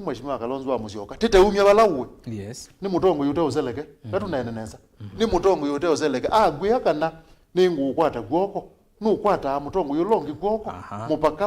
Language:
Kamba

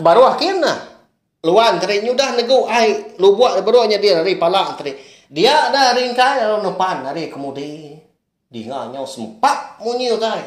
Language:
Iban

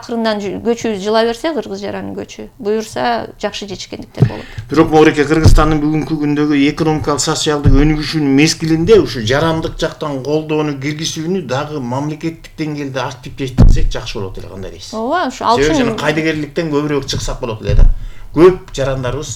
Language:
Kyrgyz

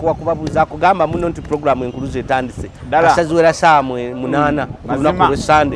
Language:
Ganda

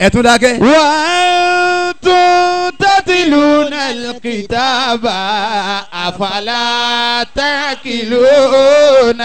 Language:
Yoruba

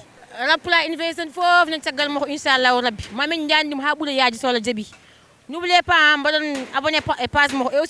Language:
Fula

